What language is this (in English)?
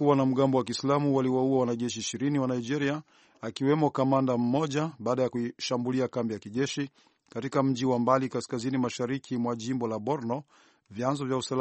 Swahili